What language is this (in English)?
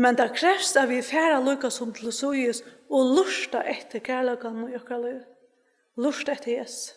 Faroese